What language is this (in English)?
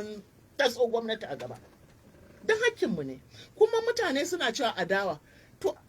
Hausa